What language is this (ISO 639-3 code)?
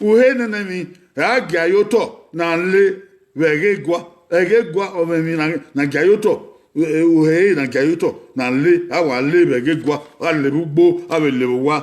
bin